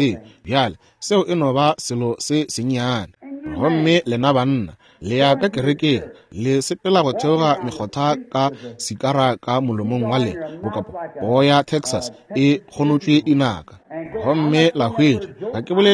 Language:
Northern Sotho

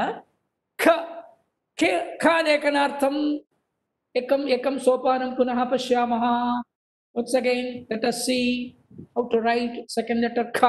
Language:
Sanskrit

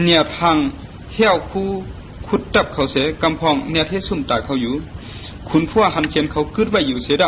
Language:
Shan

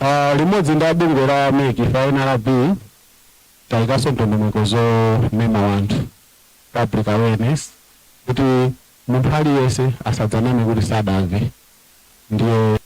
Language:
Nyanja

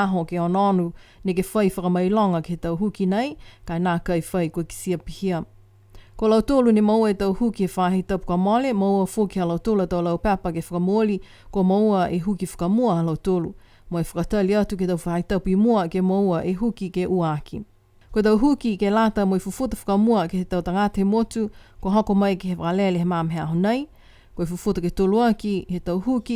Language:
Niuean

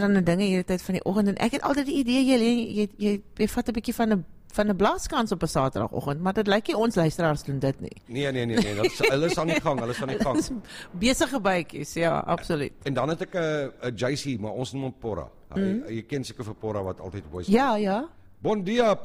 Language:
Afrikaans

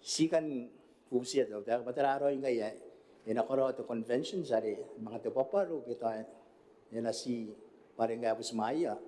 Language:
Gilbertese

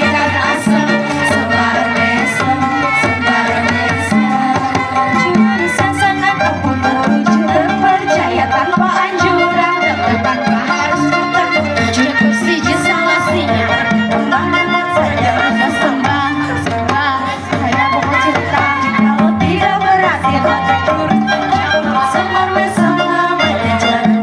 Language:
Banjar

